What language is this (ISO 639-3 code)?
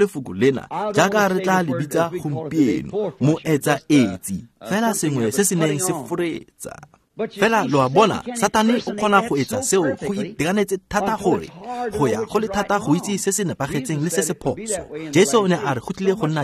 tsn